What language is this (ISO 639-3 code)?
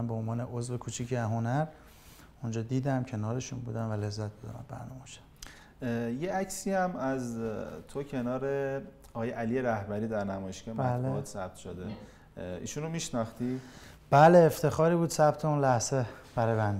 fas